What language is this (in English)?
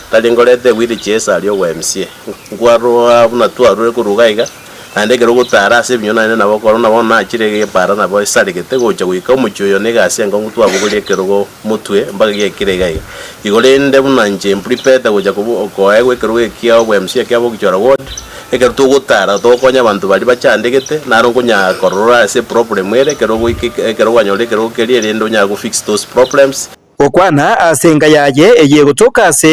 Gusii